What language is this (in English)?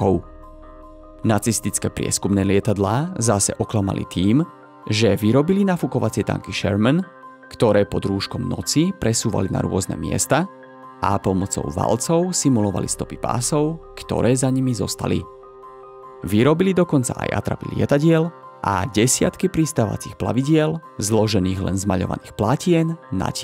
Slovak